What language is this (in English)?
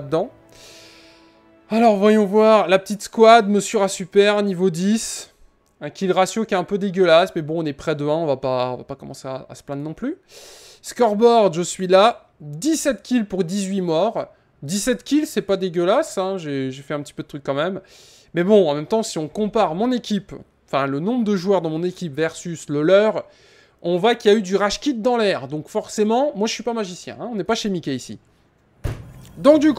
French